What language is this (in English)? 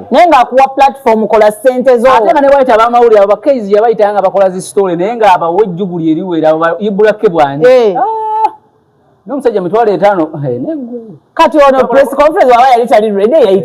Ganda